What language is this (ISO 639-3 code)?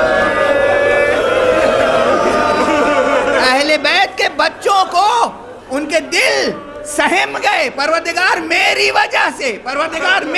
urd